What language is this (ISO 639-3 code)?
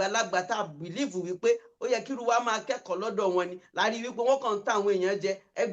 yor